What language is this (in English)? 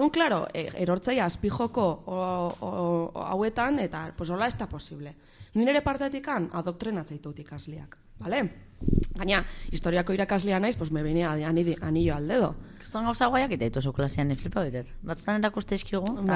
Basque